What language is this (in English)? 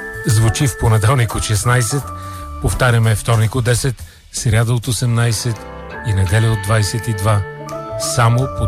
Bulgarian